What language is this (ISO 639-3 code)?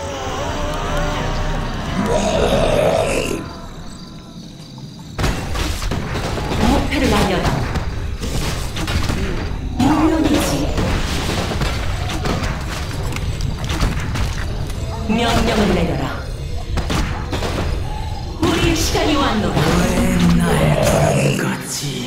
kor